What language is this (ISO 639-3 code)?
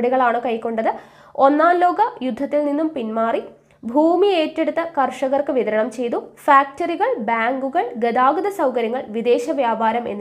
mal